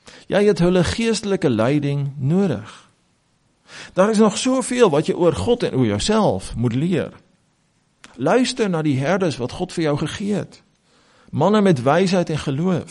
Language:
Afrikaans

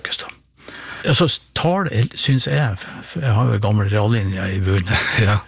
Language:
Norwegian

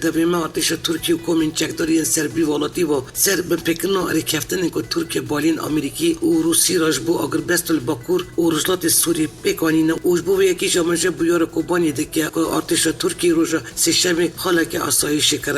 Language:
Kurdish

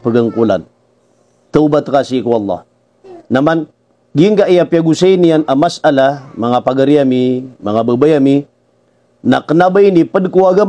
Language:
Maranao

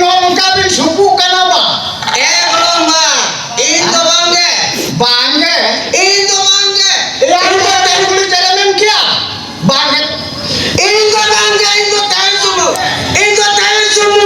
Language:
Santali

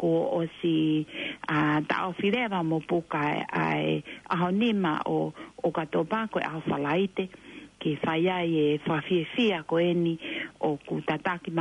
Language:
Tongan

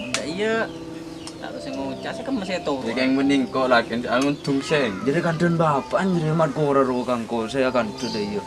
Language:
Madurese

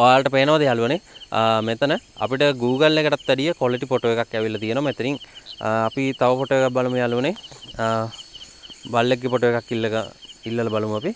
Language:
Sinhala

